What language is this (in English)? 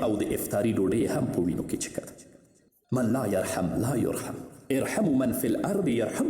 Pashto